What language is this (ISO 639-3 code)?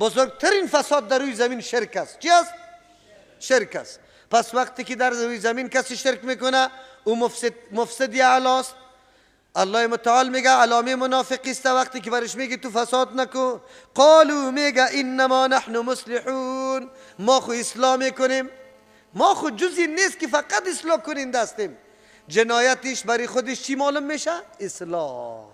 fas